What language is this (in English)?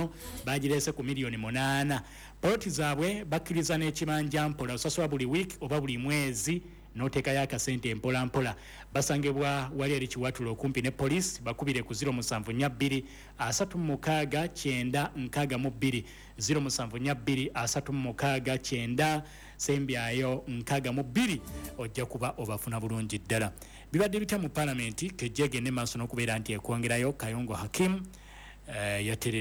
Ganda